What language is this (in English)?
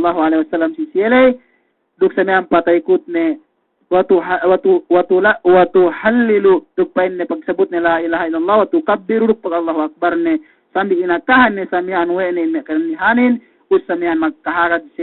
Yakan